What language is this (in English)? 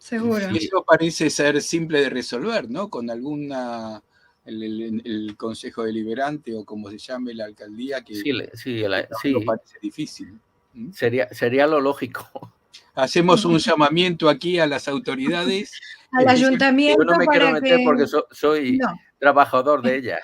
Ladino